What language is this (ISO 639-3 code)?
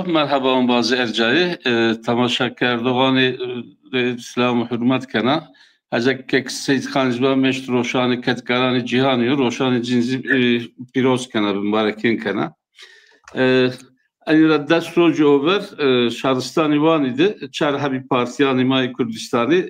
zza